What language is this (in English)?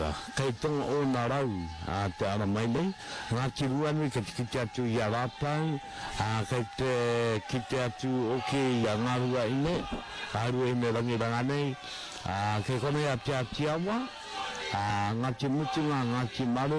Māori